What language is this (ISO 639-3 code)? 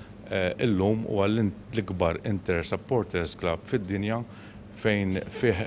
mlt